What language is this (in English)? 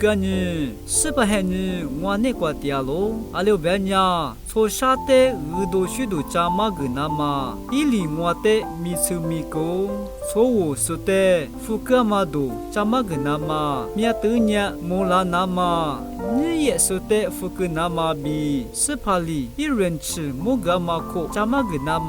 Lisu